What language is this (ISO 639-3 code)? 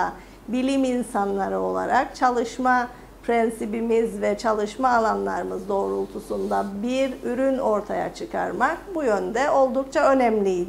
tur